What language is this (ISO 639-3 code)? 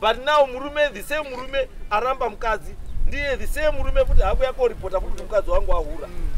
sna